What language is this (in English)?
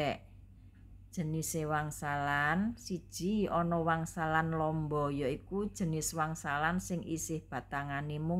Javanese